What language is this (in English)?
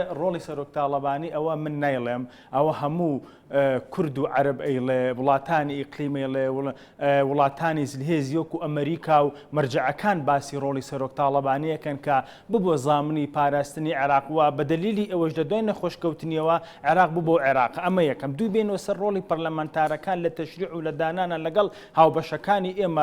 Central Kurdish